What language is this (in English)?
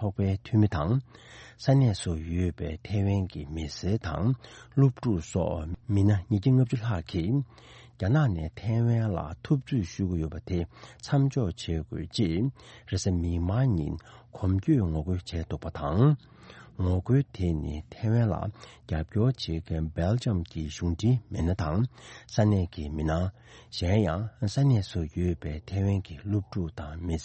Tibetan